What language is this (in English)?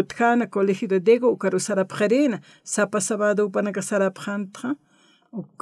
Aymara